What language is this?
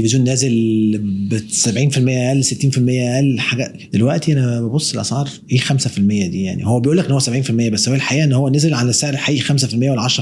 Egyptian Arabic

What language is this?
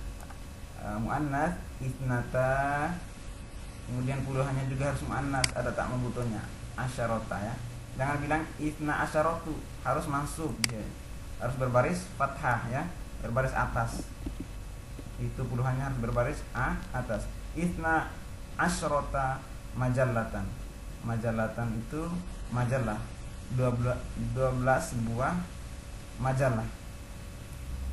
Indonesian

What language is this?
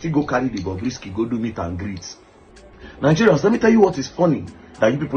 Nigerian Pidgin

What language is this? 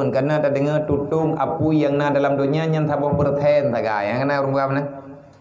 Achinese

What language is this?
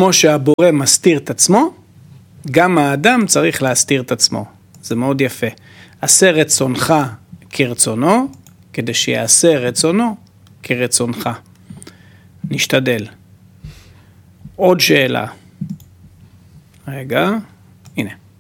Hebrew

